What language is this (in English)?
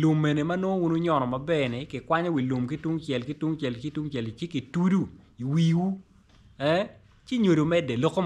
Acoli